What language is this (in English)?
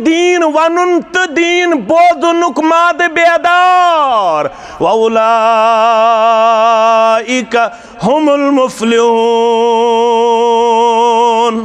Kashmiri